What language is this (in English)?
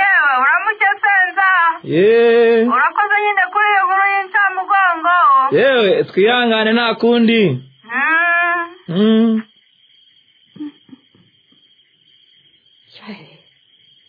Kinyarwanda